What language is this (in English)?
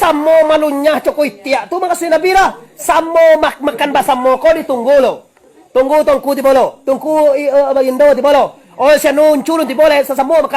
Minangkabau